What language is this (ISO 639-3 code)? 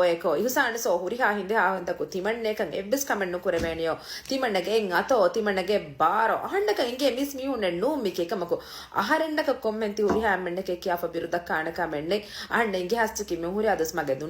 div